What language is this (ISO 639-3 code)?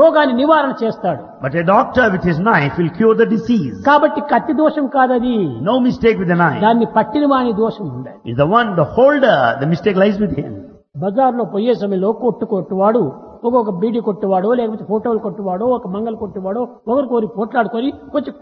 tel